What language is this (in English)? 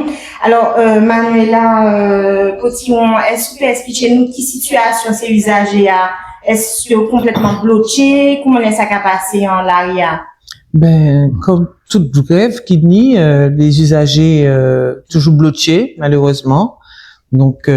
Guadeloupean Creole French